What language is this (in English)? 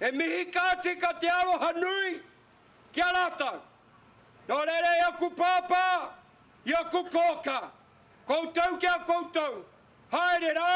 Māori